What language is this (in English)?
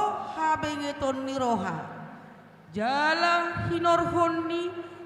Batak Toba